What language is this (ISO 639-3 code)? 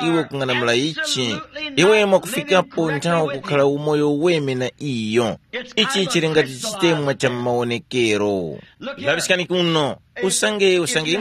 tum